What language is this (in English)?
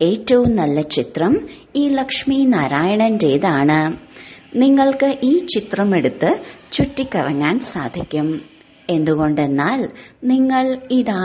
Malayalam